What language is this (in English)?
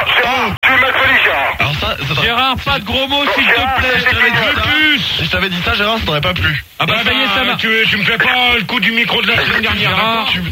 French